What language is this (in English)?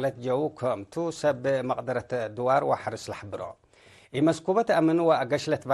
Tigre